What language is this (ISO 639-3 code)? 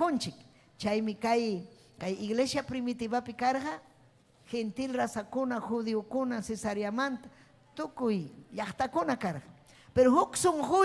quy